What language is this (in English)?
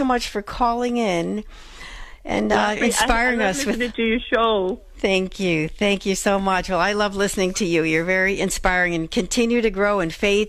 English